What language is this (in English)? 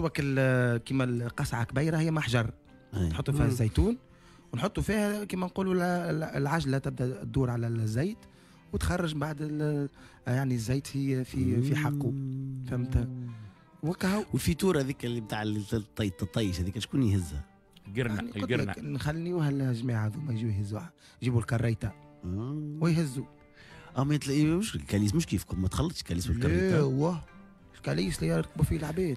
Tunisian Arabic